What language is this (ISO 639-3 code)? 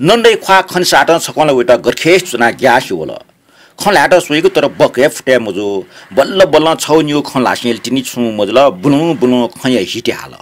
new